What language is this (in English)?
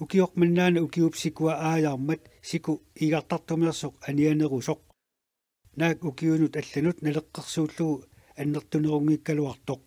Kalaallisut